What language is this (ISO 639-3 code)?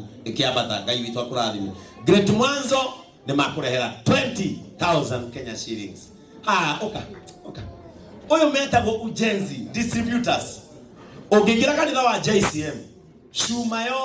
kik